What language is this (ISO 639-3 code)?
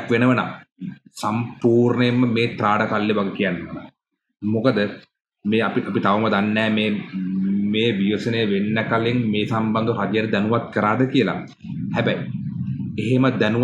sin